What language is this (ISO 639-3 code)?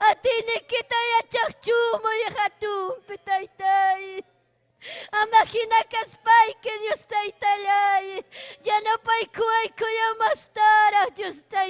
quy